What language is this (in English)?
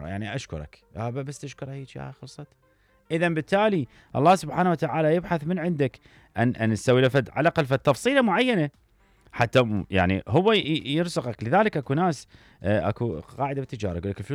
Mesopotamian Arabic